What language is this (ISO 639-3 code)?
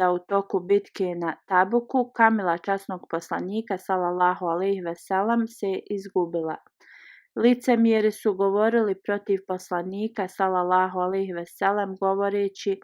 bos